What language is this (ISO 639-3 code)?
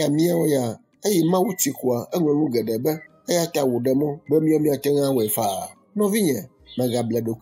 ewe